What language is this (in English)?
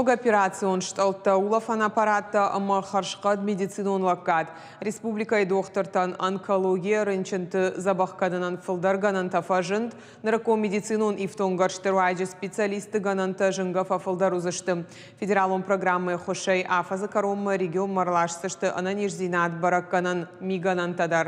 Ossetic